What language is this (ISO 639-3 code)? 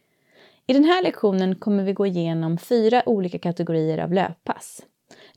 swe